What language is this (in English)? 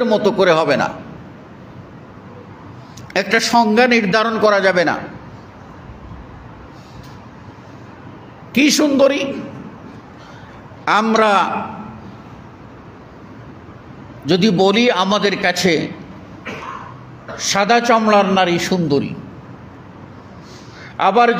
Bangla